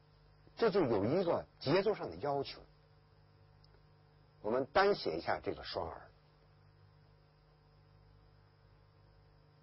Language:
Chinese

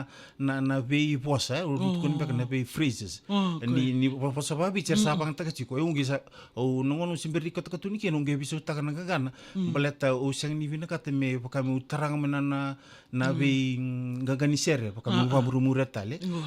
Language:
Fijian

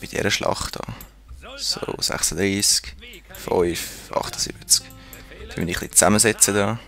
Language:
Swiss German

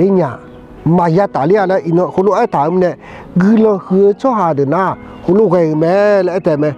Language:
Akha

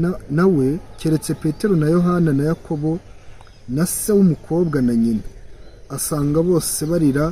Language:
Kinyarwanda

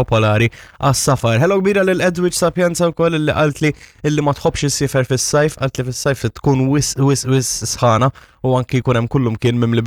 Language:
Maltese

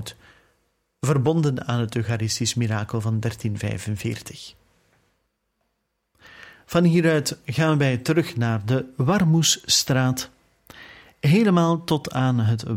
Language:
Dutch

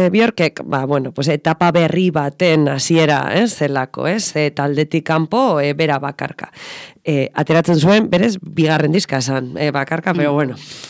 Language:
Basque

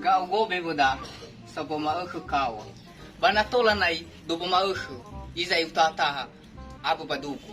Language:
Nias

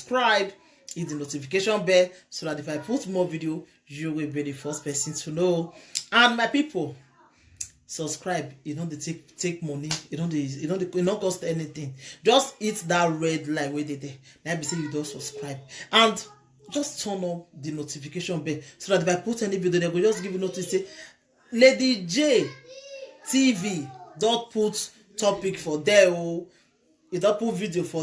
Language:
Nigerian Pidgin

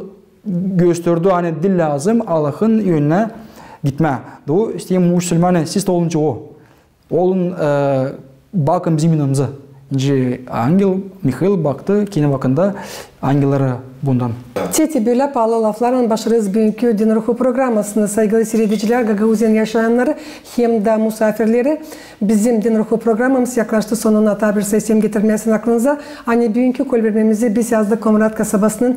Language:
Gagauz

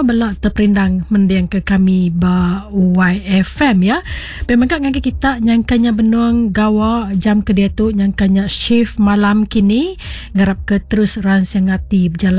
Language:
Iban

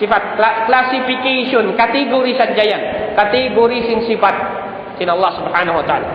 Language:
Tausug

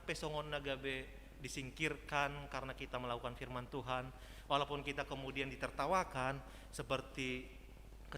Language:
Batak Toba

